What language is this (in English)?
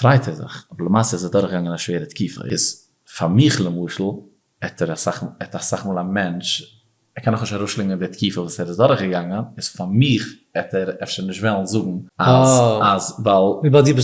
Yiddish